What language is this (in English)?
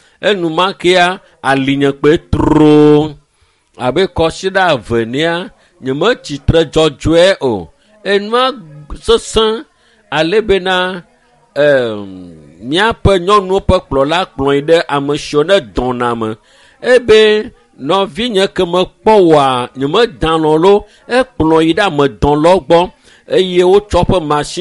Ewe